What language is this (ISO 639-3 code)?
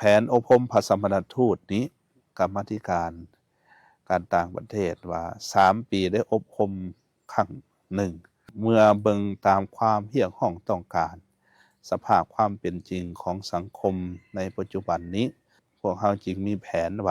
lao